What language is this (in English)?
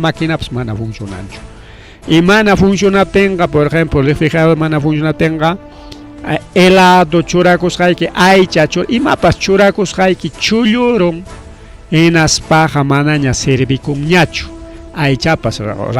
Ayacucho Quechua